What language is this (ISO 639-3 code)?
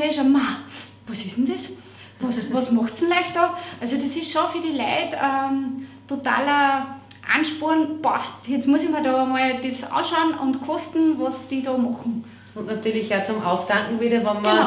bar